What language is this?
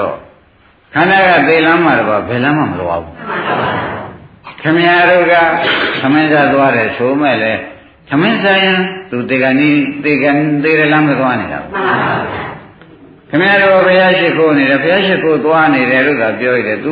Burmese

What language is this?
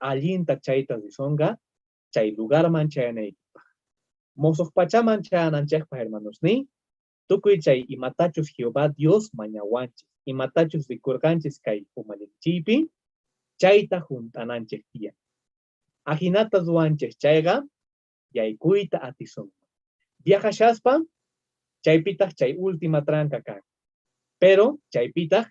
South Bolivian Quechua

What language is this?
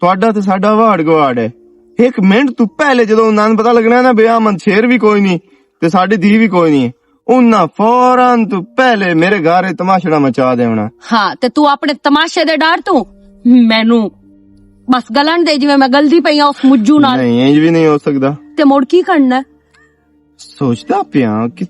Western Panjabi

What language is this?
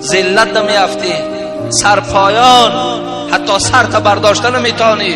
Tajik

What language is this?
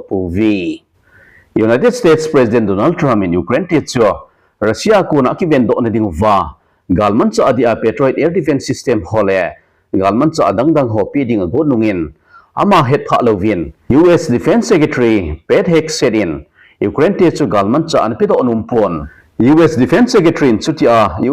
Thado Chin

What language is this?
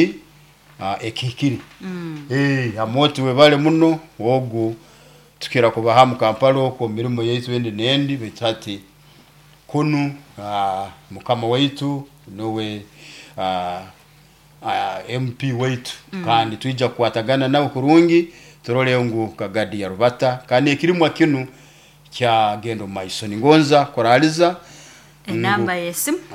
Nyoro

